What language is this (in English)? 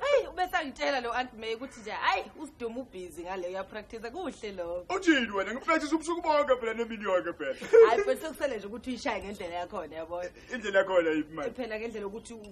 Zulu